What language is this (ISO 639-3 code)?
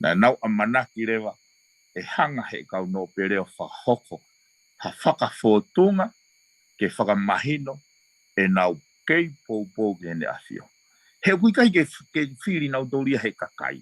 ton